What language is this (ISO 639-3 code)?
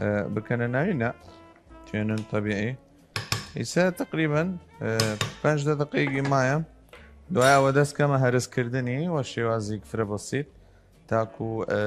sdh